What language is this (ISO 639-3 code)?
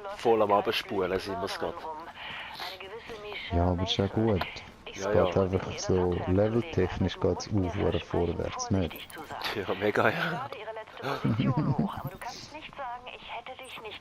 gsw